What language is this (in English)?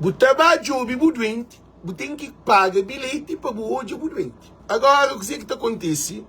Kabuverdianu